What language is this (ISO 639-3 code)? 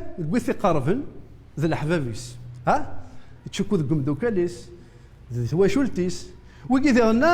kab